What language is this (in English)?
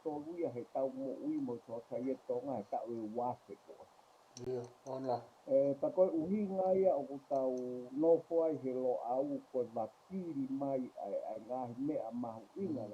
Tongan